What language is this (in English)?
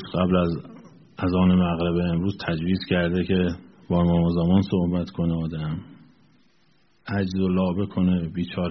Persian